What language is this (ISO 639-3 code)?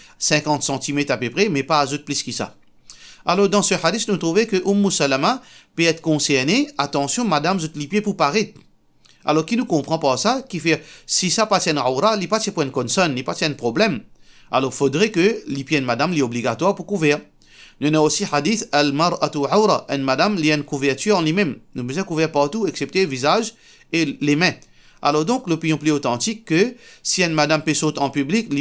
mfe